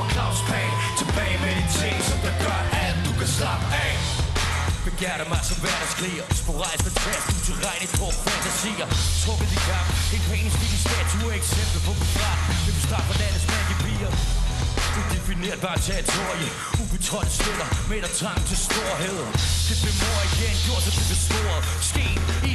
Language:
Danish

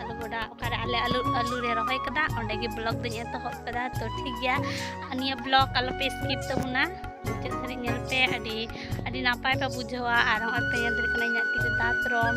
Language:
Santali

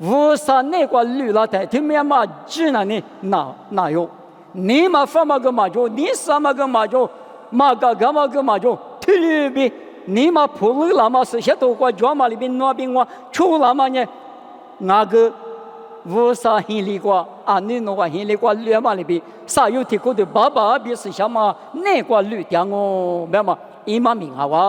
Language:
Lisu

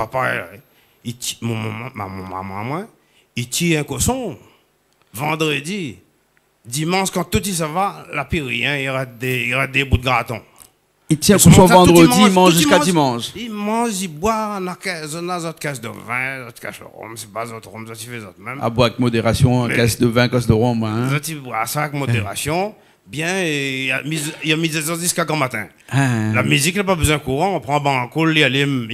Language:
Réunion Creole French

